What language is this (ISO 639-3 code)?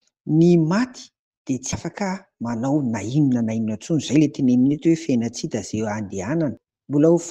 mlg